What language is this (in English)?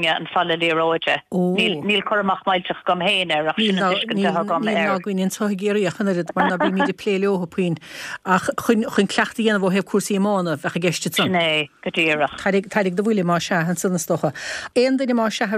Irish